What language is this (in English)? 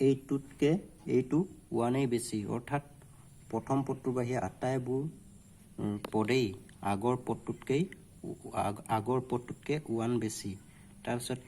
Assamese